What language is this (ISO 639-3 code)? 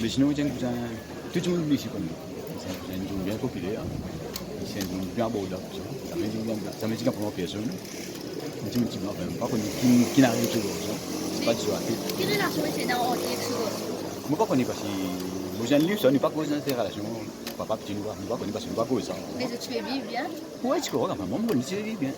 mfe